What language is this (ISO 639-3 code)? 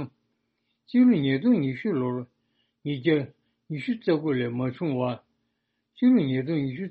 bod